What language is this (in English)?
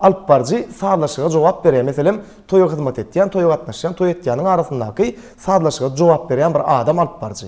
Turkmen